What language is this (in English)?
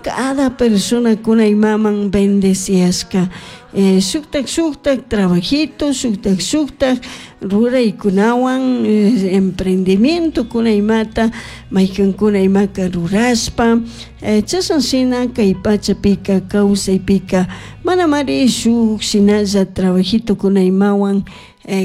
Chimborazo Highland Quichua